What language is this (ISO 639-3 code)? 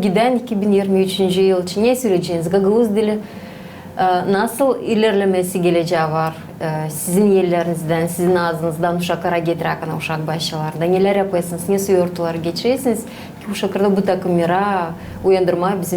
gag